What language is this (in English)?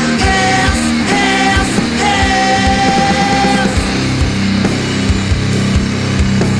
Basque